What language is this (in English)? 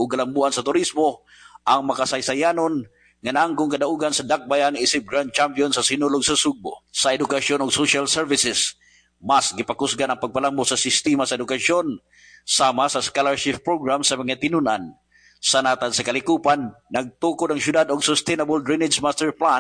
Cebuano